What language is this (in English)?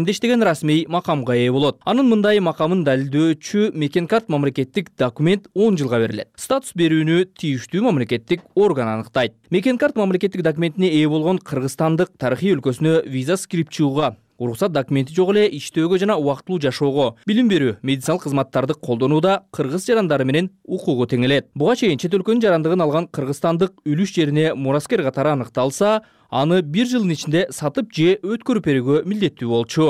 Kyrgyz